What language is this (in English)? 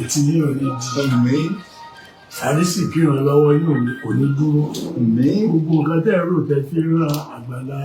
Yoruba